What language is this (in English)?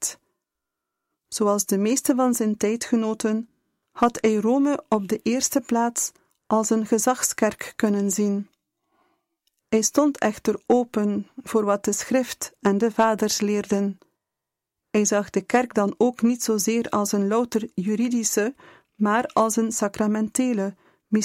Dutch